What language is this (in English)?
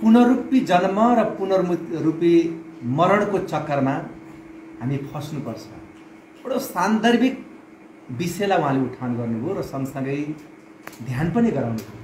Nepali